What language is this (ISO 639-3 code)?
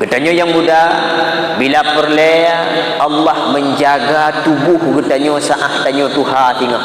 ace